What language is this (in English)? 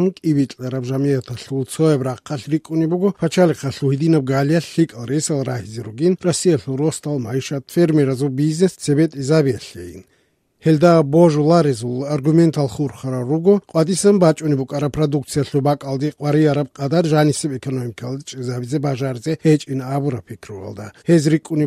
Avaric